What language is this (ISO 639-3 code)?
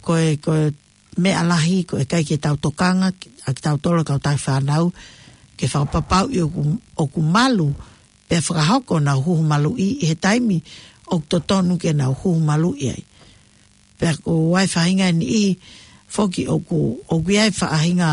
ton